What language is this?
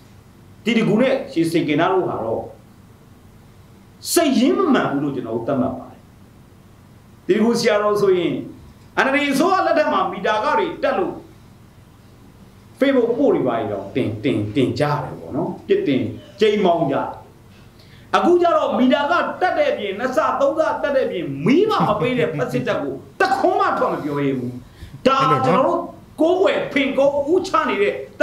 Burmese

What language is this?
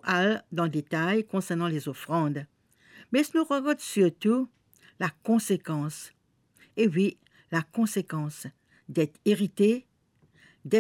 Morisyen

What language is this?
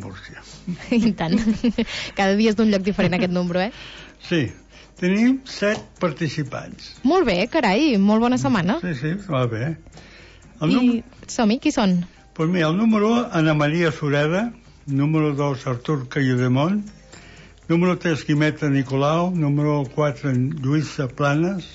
Catalan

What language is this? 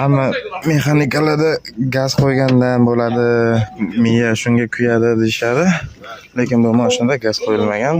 Uzbek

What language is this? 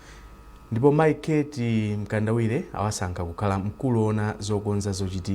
Nyanja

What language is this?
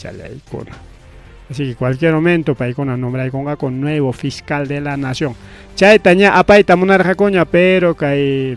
Ayacucho Quechua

